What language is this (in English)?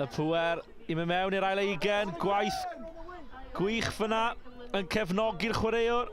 Welsh